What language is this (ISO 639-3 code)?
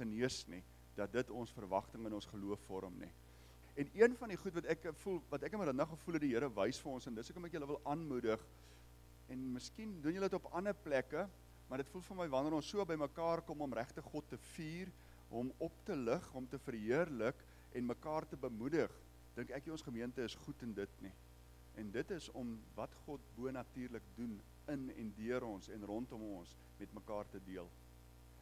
afr